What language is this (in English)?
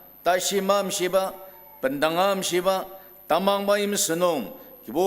Ao Naga